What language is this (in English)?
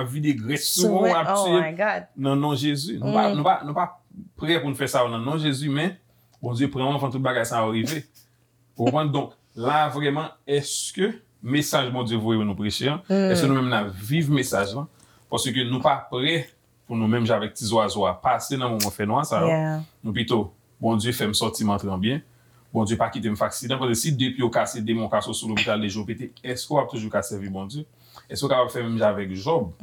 Haitian Creole